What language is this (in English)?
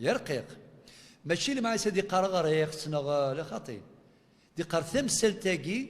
Kabyle